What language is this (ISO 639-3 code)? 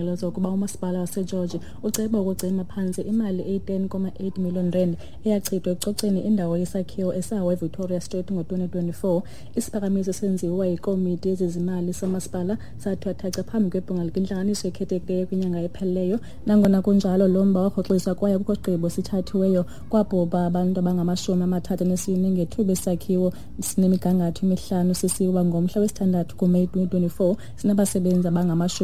xho